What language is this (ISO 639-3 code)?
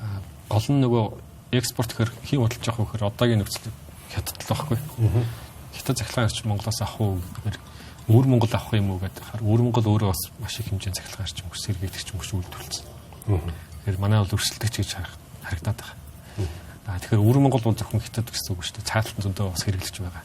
mon